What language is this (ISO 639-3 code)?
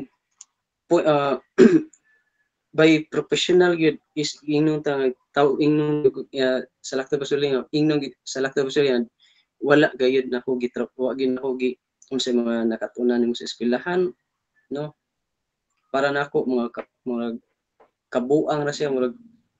ceb